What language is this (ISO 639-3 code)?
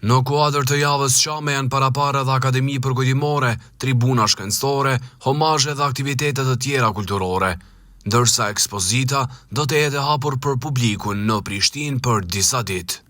sqi